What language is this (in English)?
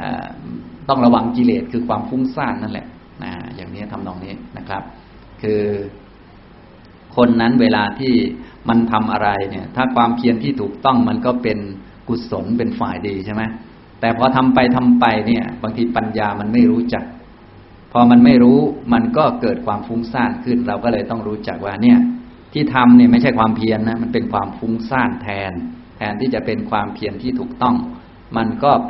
Thai